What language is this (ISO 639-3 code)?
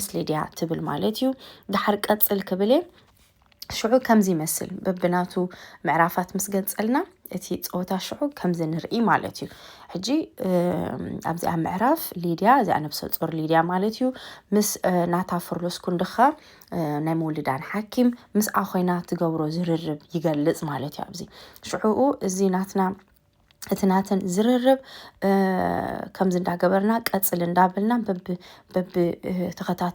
tir